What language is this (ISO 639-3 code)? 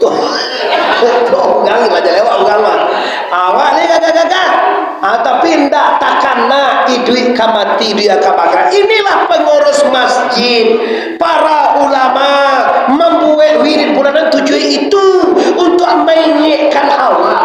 min